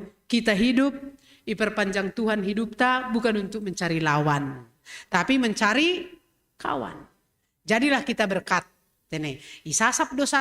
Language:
Batak Simalungun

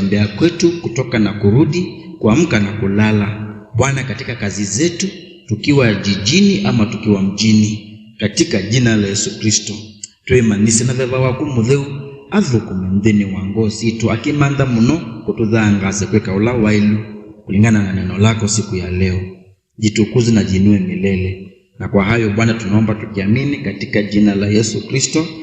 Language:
Kamba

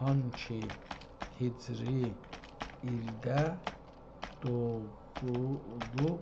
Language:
South Azerbaijani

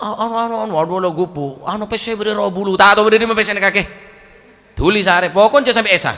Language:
Madurese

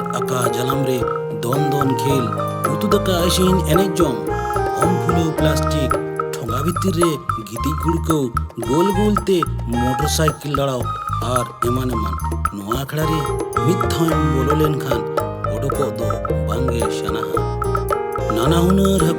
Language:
Santali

